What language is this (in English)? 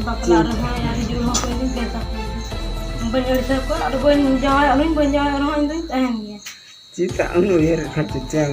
Santali